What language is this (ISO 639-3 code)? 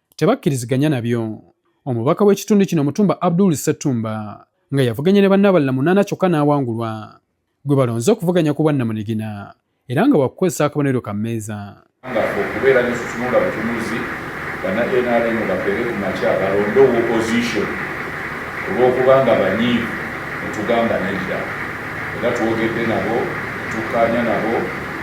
lug